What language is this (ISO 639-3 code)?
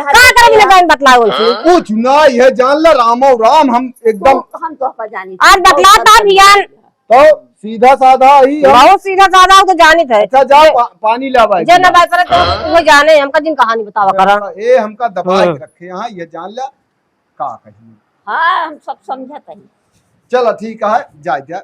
awa